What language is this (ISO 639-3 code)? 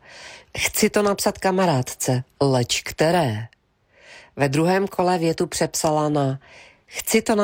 ces